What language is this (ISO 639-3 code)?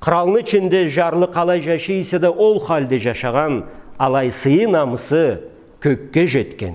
krc